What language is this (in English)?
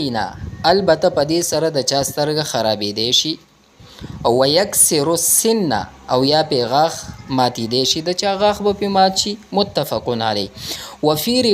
Pashto